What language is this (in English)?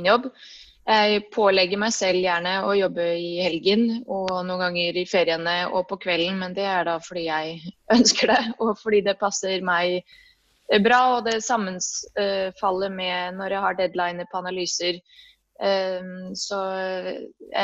Norwegian